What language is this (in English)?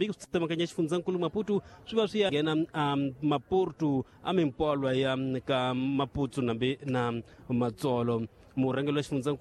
Tsonga